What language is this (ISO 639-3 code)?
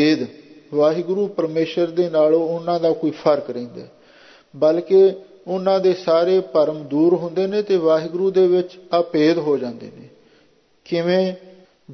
pan